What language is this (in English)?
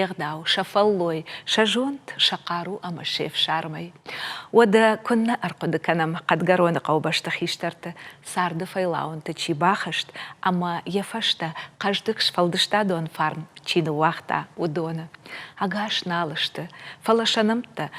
Ossetic